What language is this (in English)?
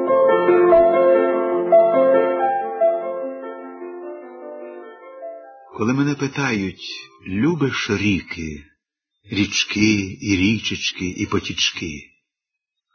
Ukrainian